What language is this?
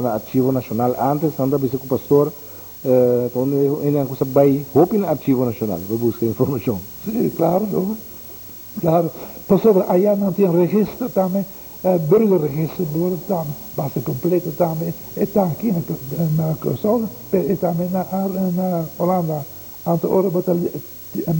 Papiamento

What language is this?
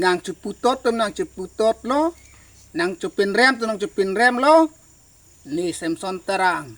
Karbi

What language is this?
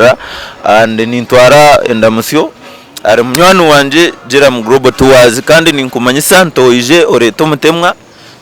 Nyankole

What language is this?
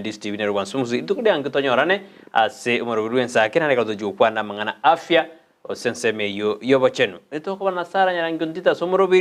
Gusii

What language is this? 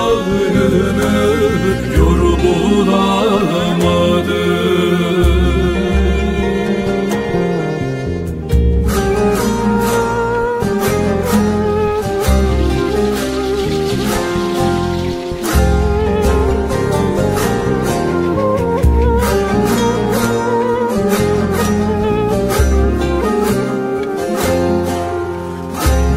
Turkish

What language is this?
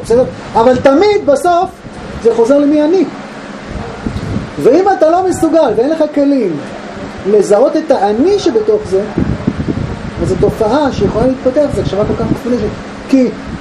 Hebrew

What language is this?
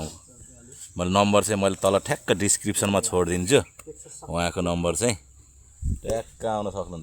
Nepali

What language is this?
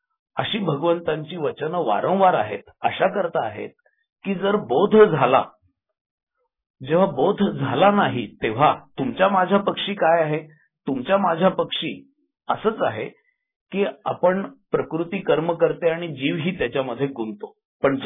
Marathi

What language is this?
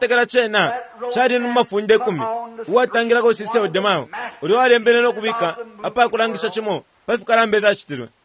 Bemba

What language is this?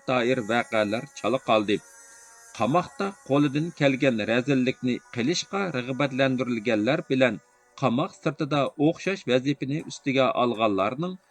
Uyghur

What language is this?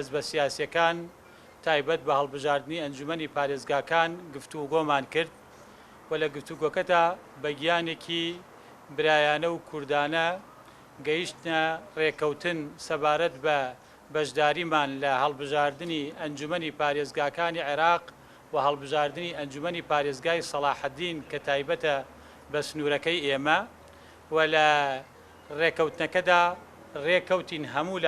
Central Kurdish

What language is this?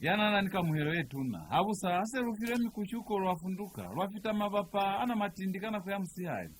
Lozi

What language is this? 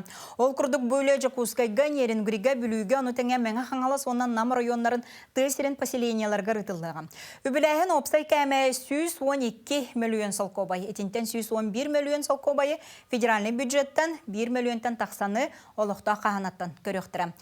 Yakut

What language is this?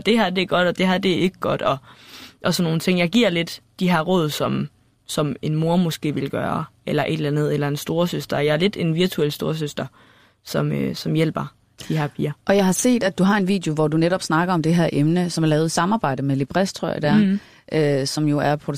Danish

